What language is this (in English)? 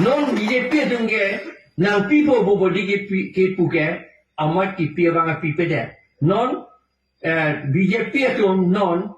Karbi